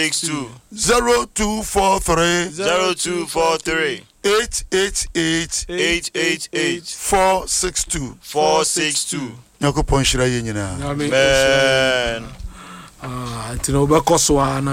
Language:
Akan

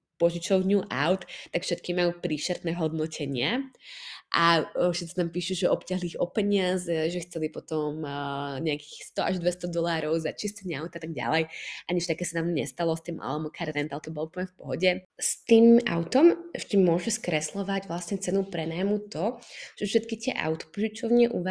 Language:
Slovak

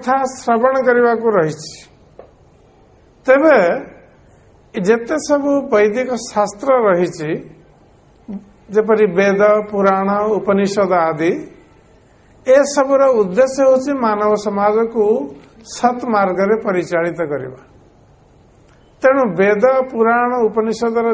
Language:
Odia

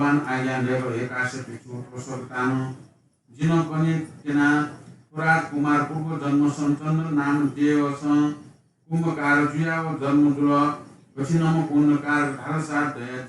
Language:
Newari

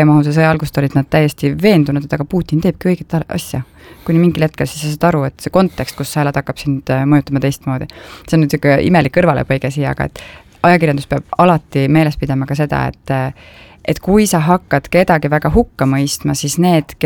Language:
Estonian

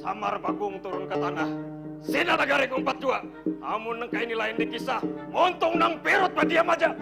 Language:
Banjar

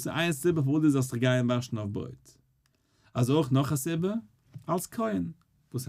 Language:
Yiddish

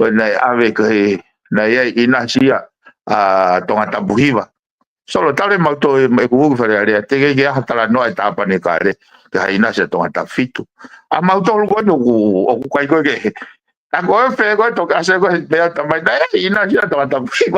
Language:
Tongan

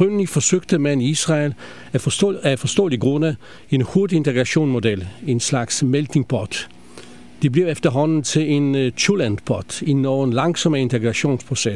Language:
Danish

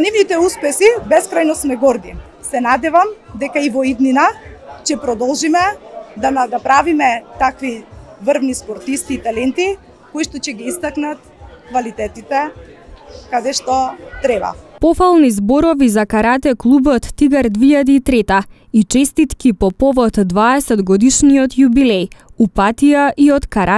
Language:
Macedonian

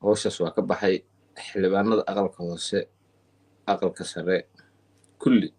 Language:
Somali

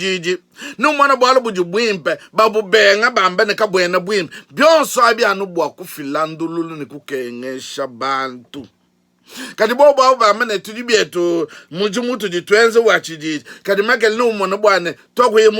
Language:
Luba-Lulua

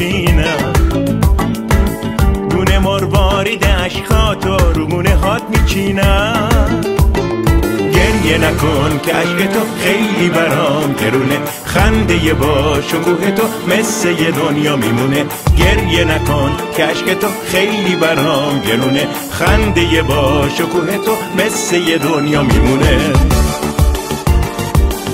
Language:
Persian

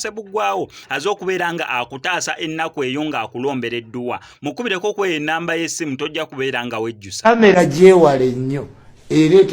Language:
Ganda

